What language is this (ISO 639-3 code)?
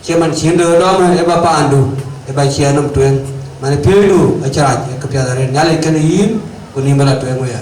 din